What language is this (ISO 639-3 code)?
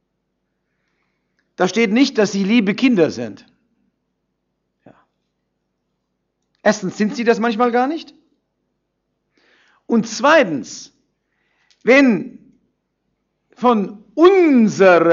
deu